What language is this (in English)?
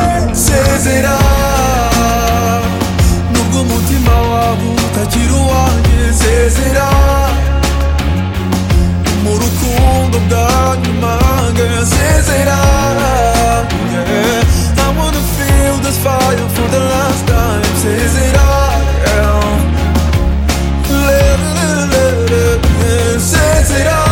Kinyarwanda